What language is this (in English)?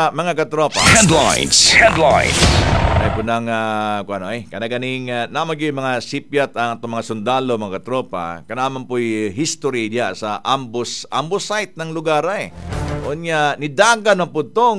Cebuano